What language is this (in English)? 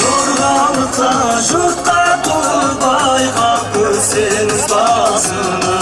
Kara-Kalpak